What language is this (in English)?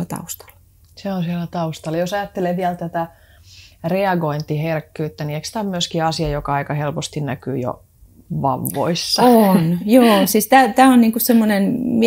Finnish